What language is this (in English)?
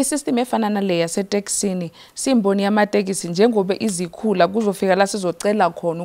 Zulu